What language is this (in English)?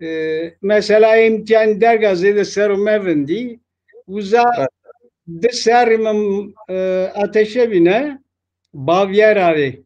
Zaza